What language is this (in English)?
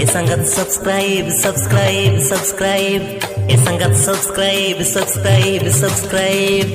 Santali